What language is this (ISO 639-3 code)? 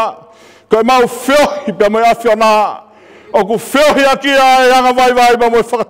ton